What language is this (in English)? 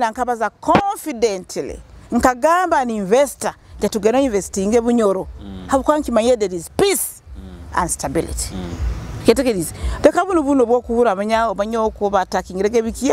Nyoro